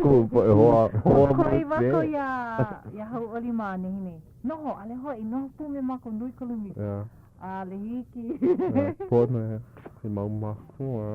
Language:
Hawaiian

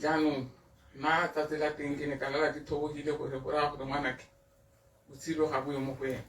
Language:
Tswana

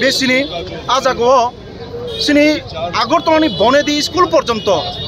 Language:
Kok Borok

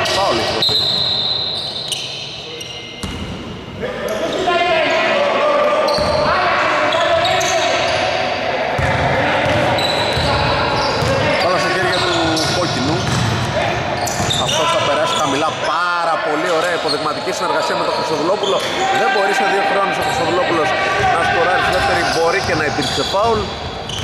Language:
Greek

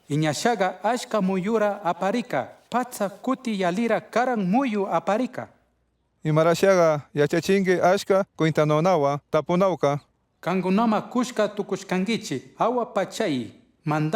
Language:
Chimborazo Highland Quichua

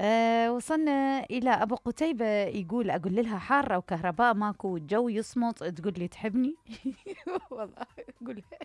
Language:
Mesopotamian Arabic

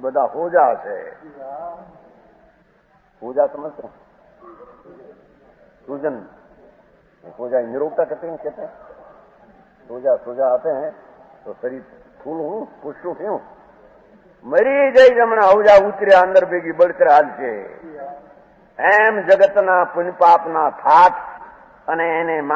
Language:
Gujarati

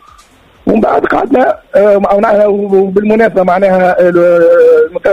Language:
Tunisian Arabic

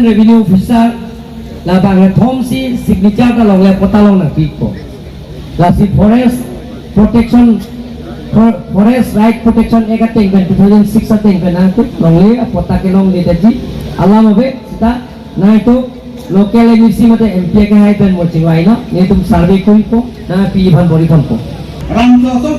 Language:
Karbi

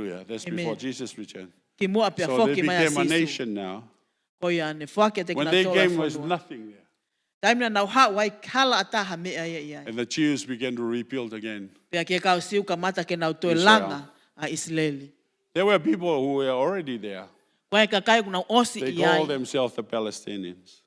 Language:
Tongan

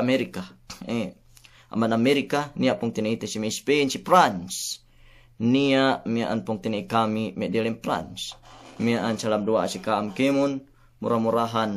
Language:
Yakan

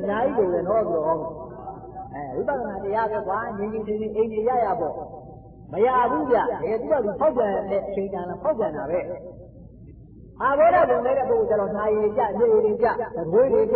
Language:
Burmese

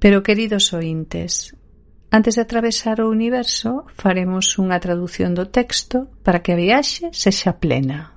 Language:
Galician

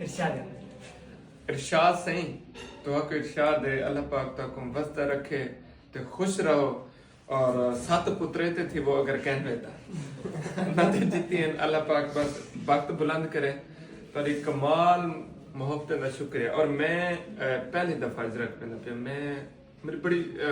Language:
Saraiki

